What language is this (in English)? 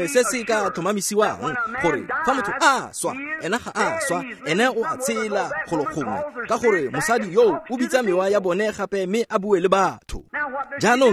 Tswana